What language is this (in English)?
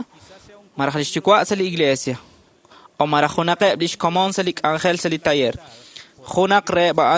Kekchí